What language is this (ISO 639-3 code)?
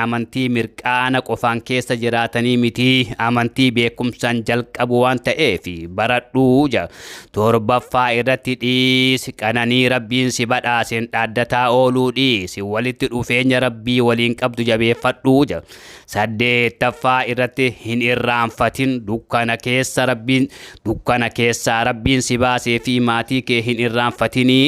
orm